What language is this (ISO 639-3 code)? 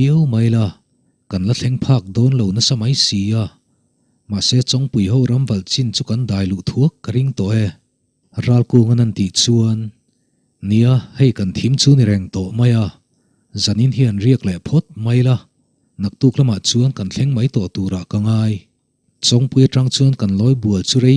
lus